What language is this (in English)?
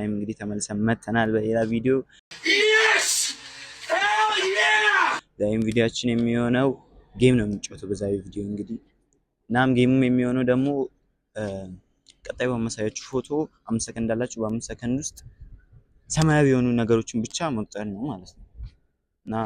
Amharic